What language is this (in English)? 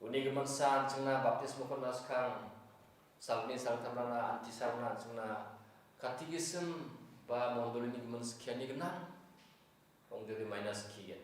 Garo